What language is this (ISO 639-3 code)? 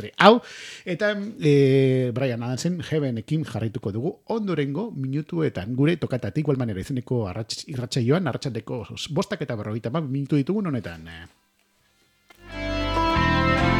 eus